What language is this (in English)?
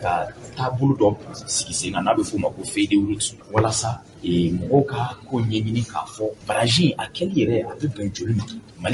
Bambara